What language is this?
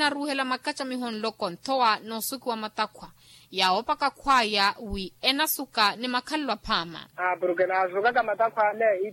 Makhuwa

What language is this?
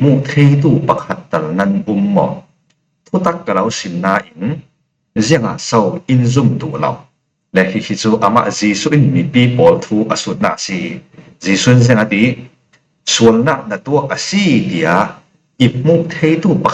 Falam Chin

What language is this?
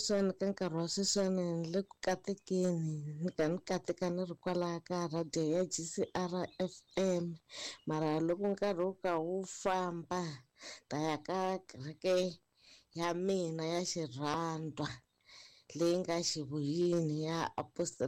Tsonga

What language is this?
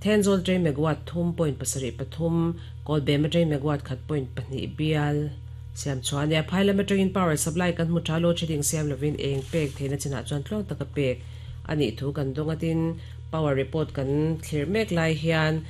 Mizo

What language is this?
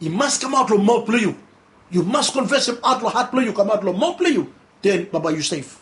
Bislama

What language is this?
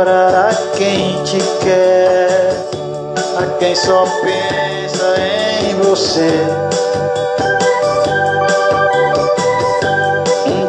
Portuguese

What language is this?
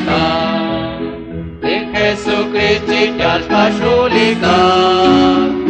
Kekchí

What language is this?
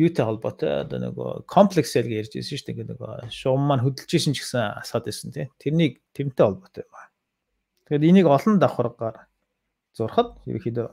Mongolian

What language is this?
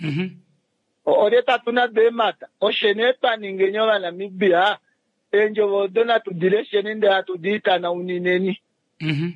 Kuanyama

